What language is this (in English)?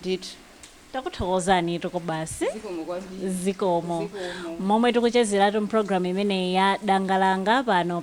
Nyanja